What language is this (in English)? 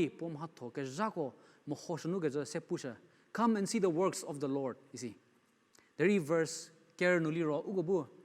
Angami Naga